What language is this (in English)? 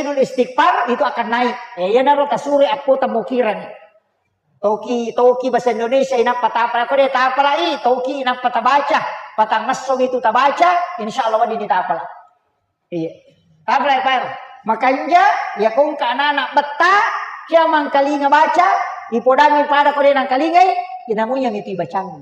Buginese